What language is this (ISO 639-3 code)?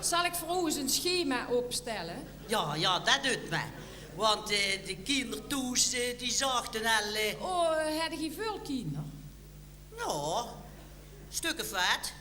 lim